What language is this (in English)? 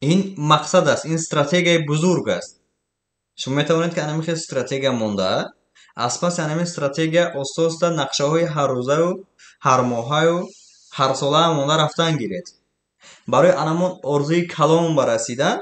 Tajik